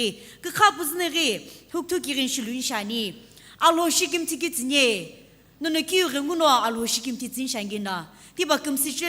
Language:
Sumi Naga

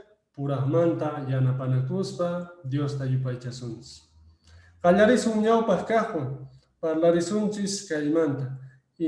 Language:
Quechua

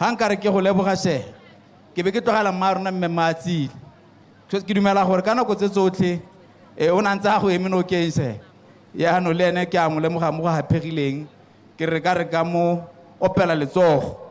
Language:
Tswana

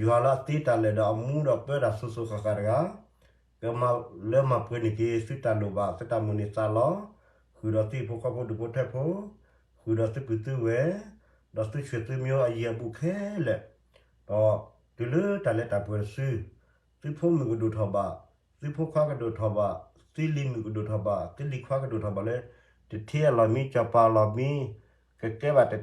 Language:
S'gaw Karen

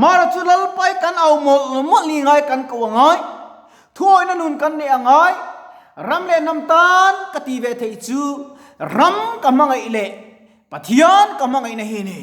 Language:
Mizo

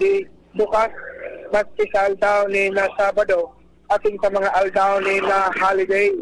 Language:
Bikol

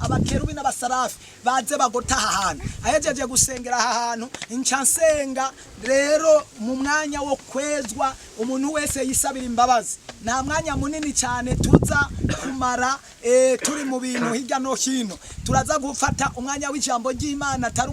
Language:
Rundi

